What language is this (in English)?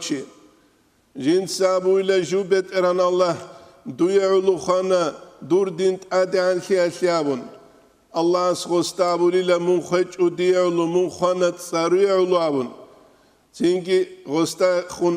Avaric